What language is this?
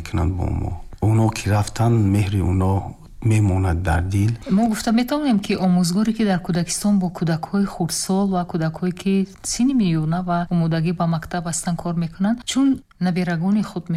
Tajik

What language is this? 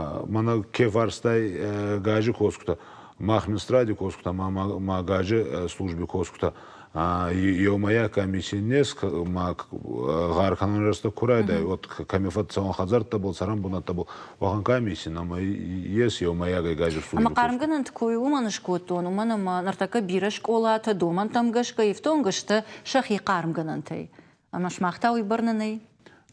Ossetic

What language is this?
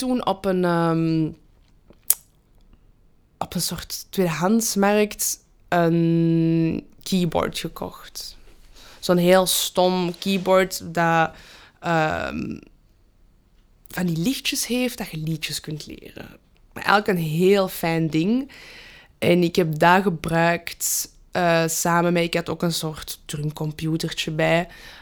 Dutch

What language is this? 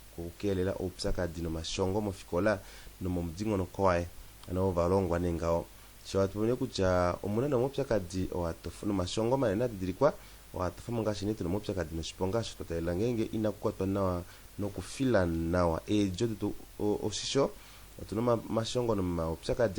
Kuanyama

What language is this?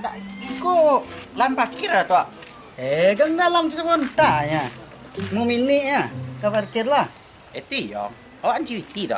Minangkabau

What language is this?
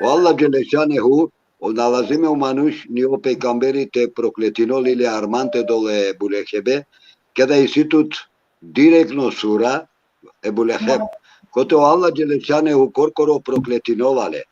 Balkan Romani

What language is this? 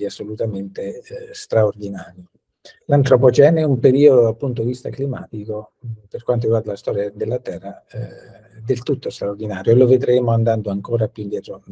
Italian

